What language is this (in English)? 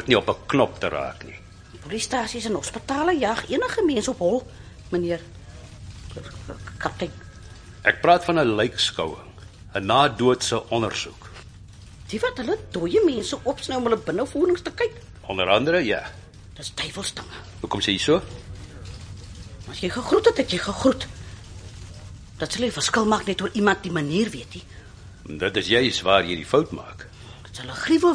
Afrikaans